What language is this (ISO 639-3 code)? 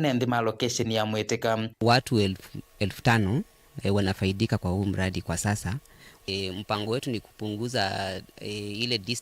kam